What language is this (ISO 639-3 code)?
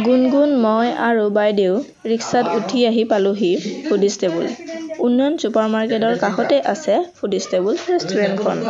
asm